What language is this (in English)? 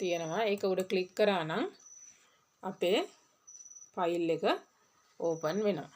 Sinhala